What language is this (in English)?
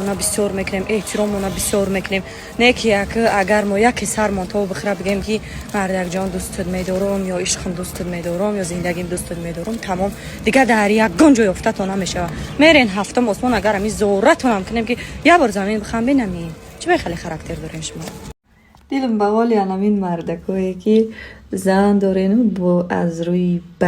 Tajik